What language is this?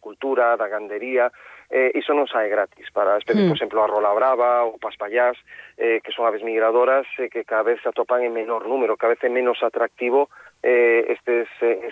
Galician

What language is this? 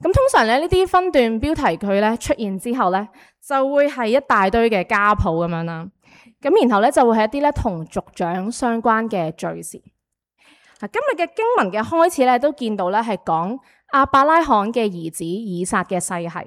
Cantonese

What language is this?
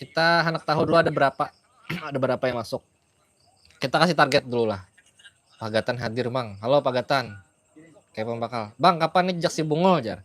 Banjar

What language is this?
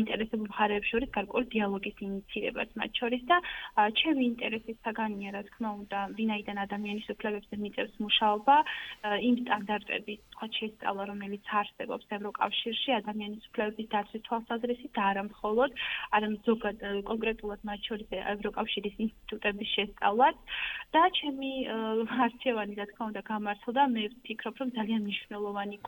Georgian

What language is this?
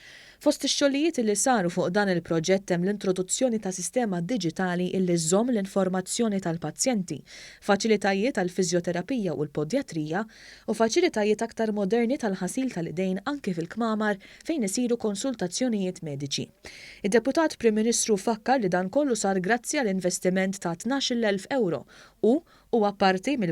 Maltese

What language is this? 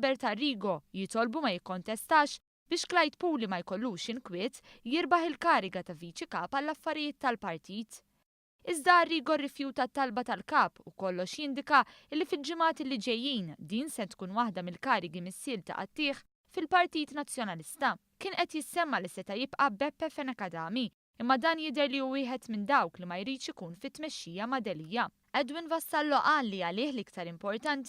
Maltese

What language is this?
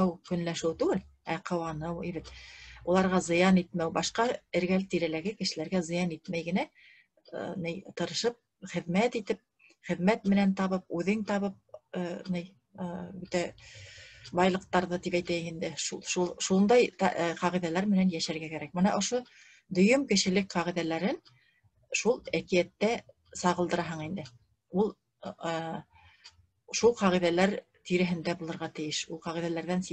Bashkir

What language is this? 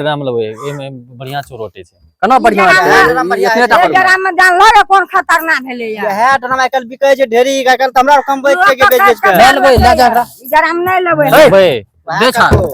Maithili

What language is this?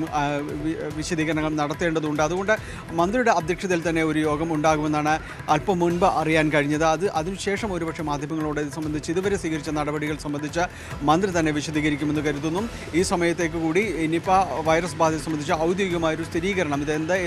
Malayalam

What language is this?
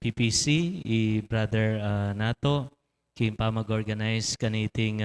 Pampanga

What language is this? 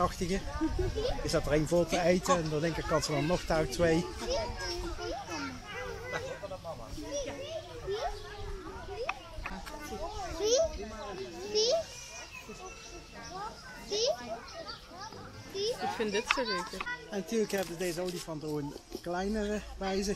Dutch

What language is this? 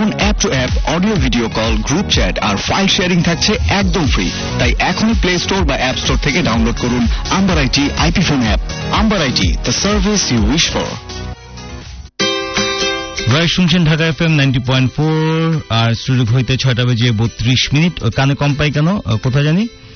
Bangla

